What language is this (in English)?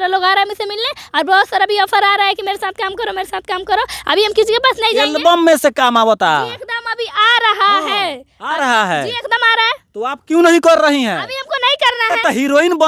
Bhojpuri